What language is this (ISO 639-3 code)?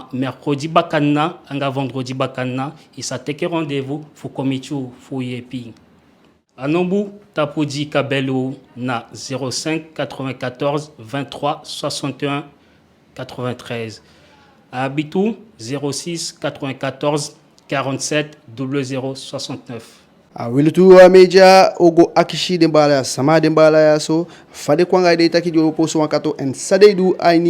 djk